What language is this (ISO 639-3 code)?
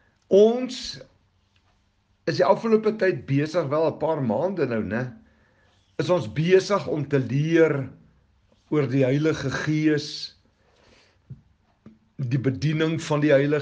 afr